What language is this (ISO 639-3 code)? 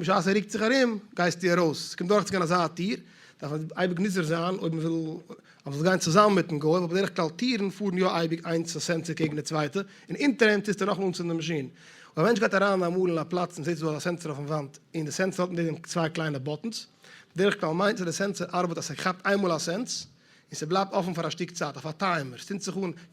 yid